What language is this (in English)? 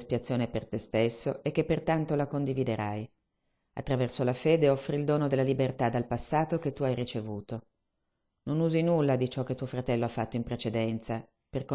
Italian